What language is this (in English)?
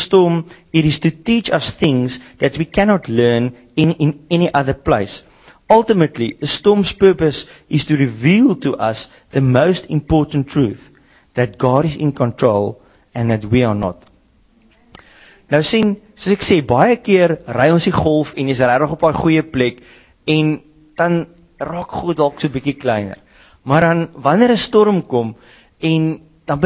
Afrikaans